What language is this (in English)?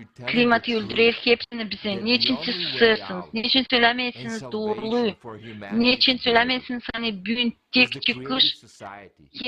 Gagauz